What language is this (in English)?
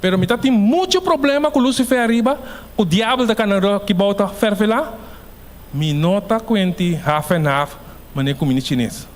Papiamento